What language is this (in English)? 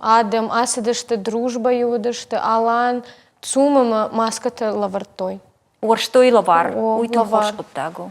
Ossetic